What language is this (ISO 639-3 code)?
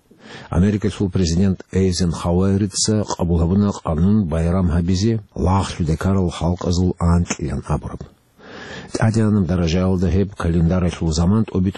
ava